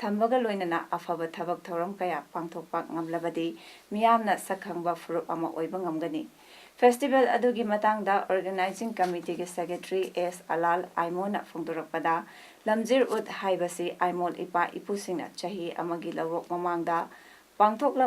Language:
Manipuri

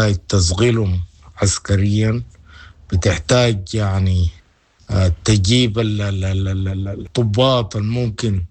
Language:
Sudanese Arabic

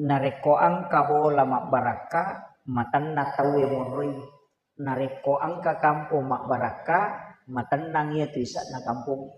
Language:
Buginese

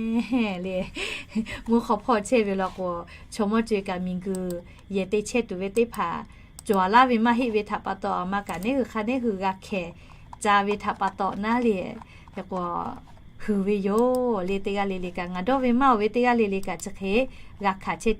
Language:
Lahu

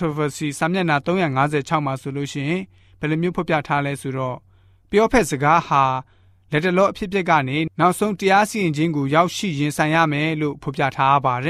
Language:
Burmese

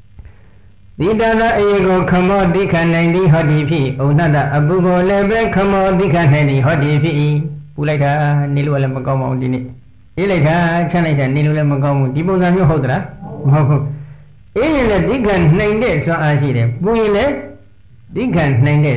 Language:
Burmese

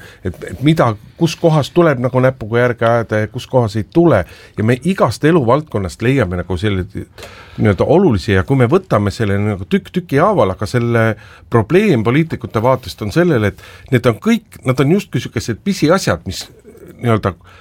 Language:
Estonian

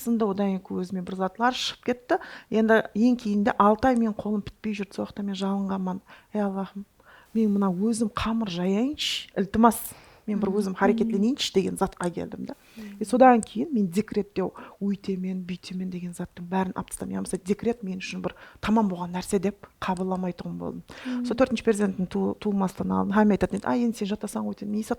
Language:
Kara-Kalpak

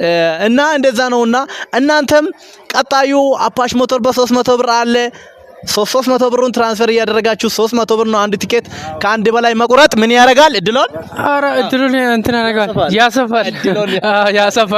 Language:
Amharic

